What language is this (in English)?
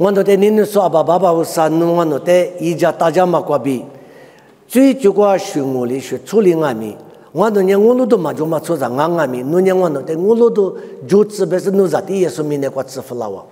Lisu